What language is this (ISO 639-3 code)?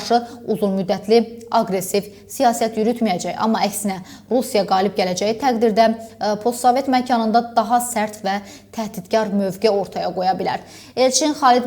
aze